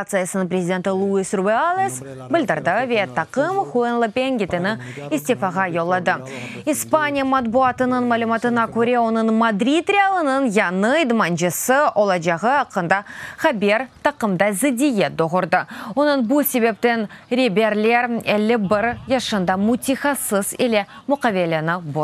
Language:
Crimean Tatar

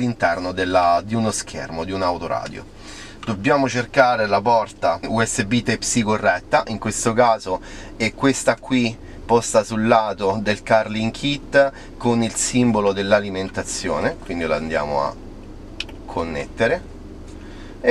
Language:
Italian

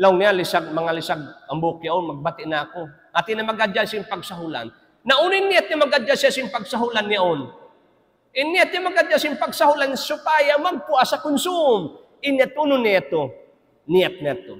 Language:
Tausug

